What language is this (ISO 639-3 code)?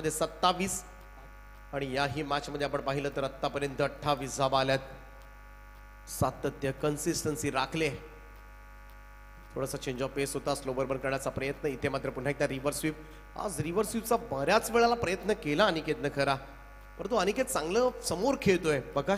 mar